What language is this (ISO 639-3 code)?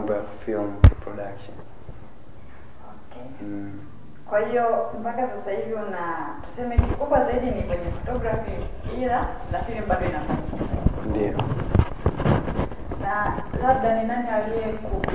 swa